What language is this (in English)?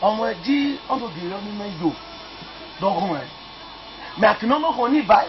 Esan